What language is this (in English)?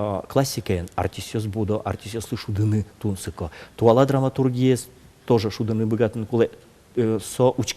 Udmurt